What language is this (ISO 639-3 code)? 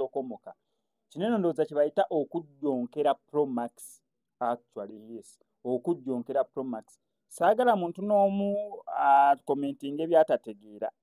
lug